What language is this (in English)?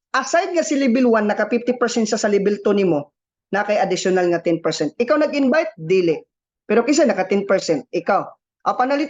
Cebuano